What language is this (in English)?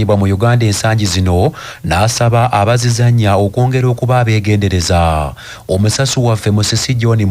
Ganda